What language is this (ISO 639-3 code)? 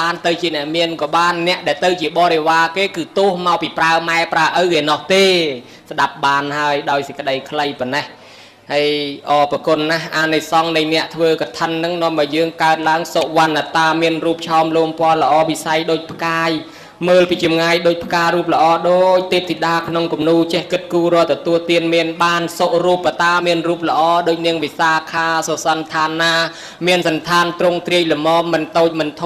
khm